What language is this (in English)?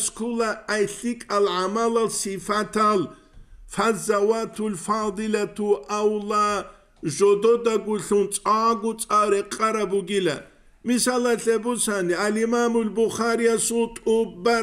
Avaric